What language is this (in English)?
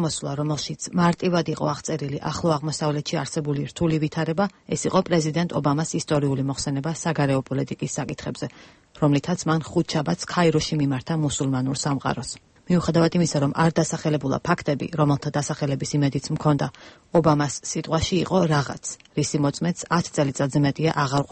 Georgian